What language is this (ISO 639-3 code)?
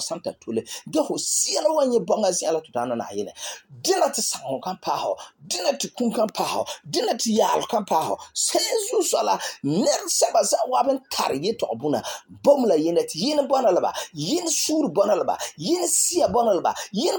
gur